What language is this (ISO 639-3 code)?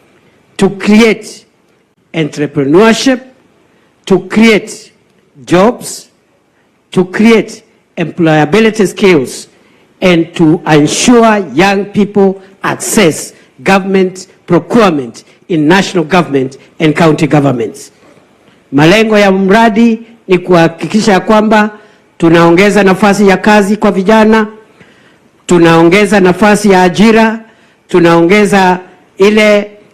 guz